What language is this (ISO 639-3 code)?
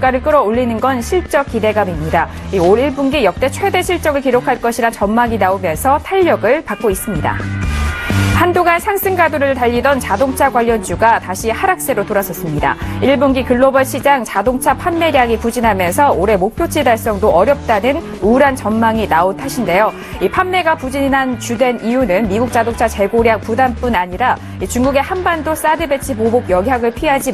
kor